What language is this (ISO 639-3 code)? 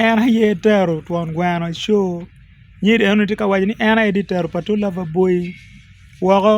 ach